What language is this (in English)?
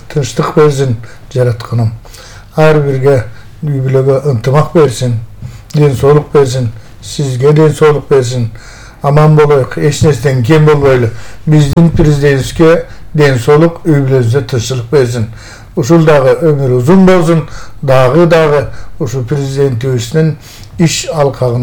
Kyrgyz